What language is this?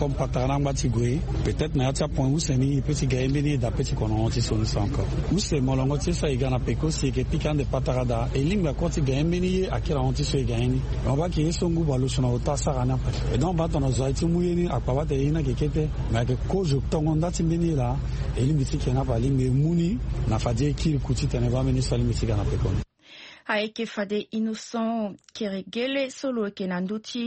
Sango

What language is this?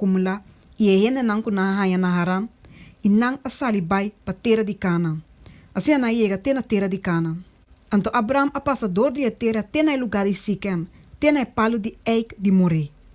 Papiamento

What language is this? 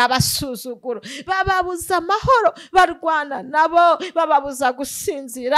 Kinyarwanda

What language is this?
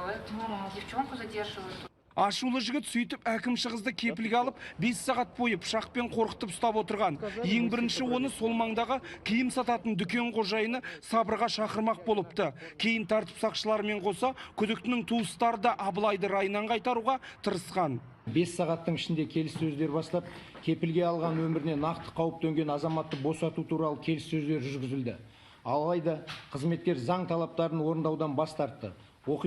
Kazakh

